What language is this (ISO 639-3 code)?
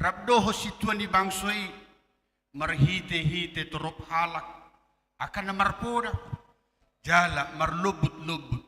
bbc